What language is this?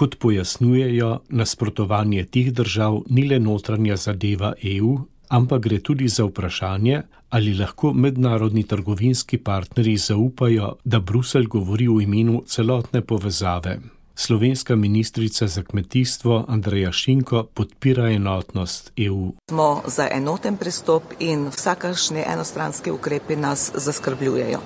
Slovenian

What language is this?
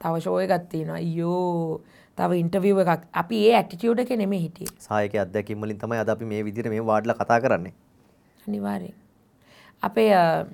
Sinhala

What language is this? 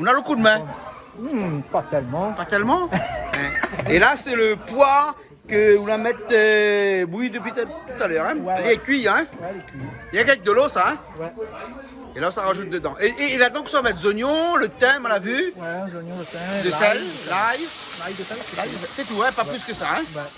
Réunion Creole French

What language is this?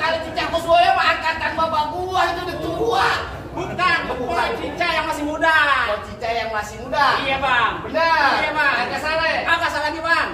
Betawi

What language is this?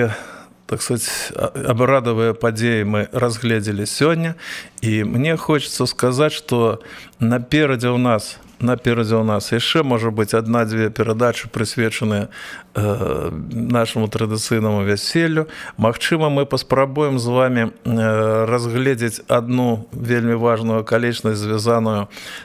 Belarusian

